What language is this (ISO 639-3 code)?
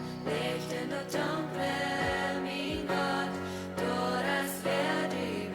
pdt